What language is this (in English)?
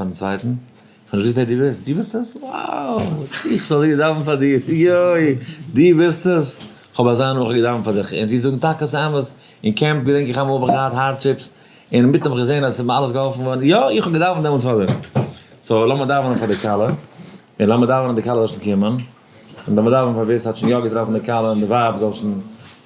Yiddish